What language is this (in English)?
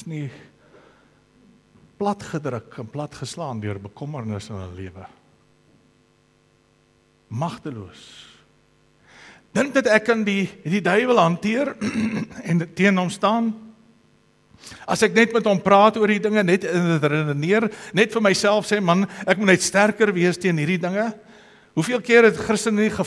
Afrikaans